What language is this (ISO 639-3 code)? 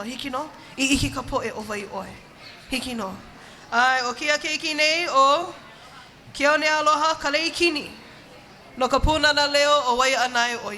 haw